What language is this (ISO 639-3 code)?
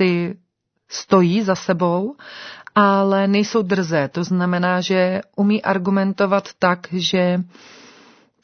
ces